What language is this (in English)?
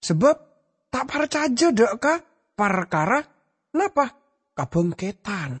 Madurese